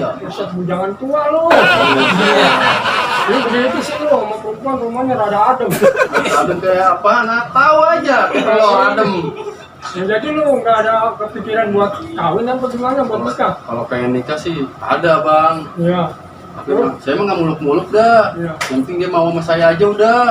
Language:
Betawi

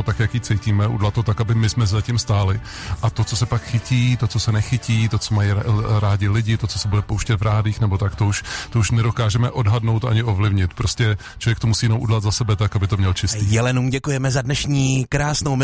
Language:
Czech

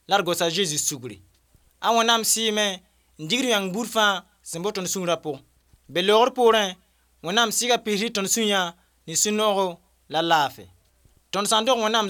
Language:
Mossi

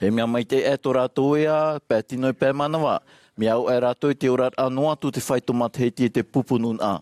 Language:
Tahitian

